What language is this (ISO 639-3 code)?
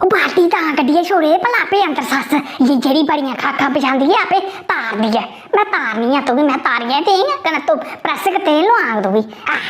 doi